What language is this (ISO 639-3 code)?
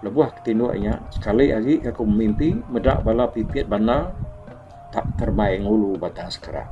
iba